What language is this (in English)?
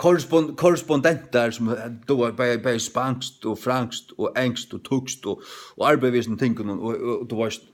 Faroese